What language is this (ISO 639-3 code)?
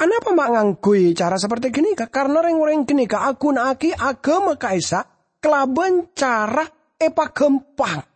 mad